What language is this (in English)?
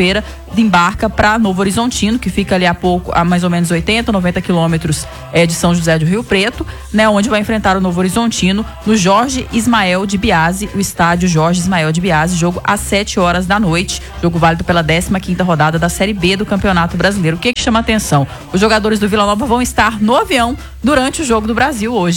Portuguese